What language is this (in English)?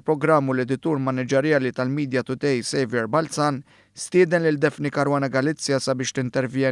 Maltese